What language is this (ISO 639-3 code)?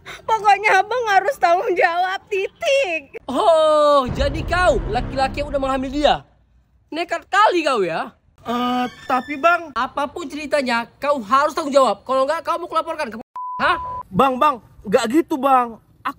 ind